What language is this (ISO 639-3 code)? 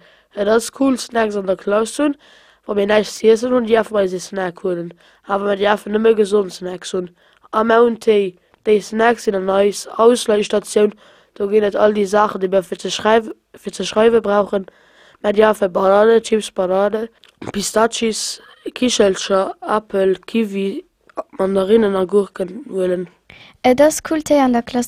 ltz